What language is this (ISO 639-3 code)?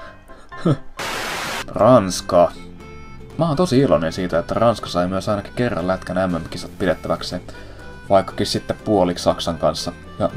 fin